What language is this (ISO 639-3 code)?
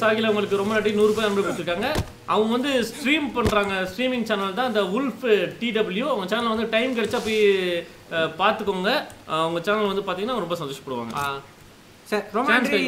tam